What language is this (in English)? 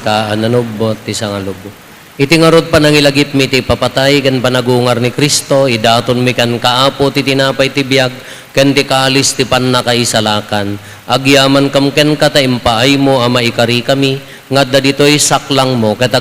Iloko